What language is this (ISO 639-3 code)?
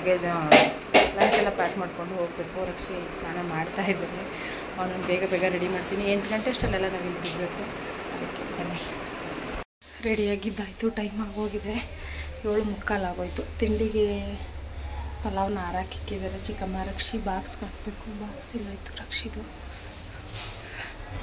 kan